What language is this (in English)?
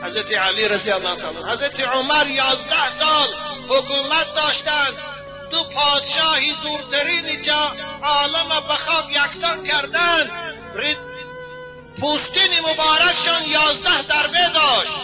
Tajik